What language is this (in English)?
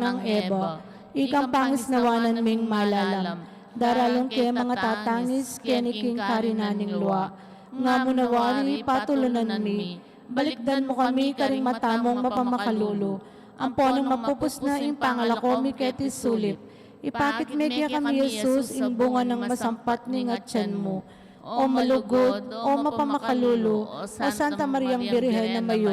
Pampanga